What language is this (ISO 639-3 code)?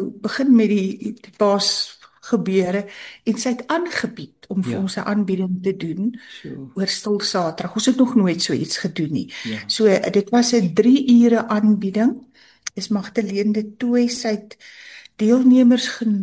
afr